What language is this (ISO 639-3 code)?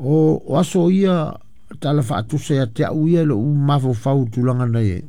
smo